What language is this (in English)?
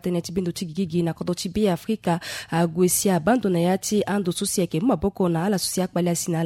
Sango